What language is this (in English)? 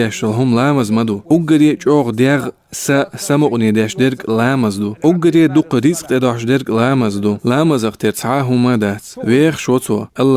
Chechen